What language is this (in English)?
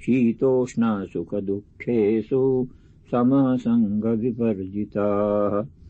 Sanskrit